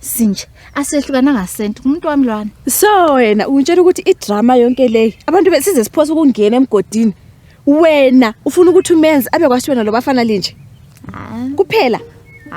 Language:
North Ndebele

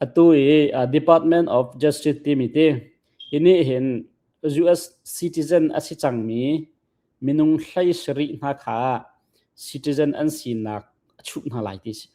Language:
Hakha Chin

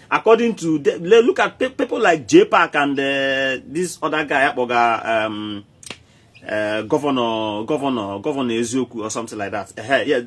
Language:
Igbo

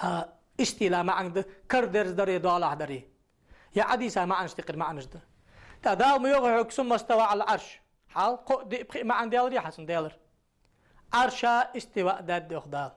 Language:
Ingush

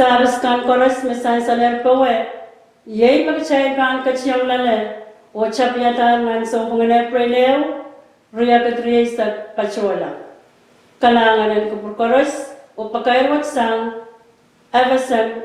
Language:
Pohnpeian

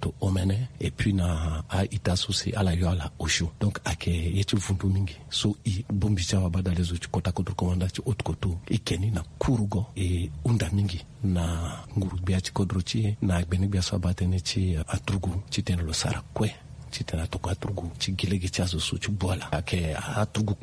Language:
Sango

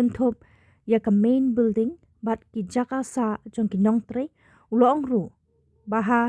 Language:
Khasi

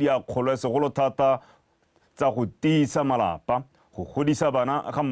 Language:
Tswana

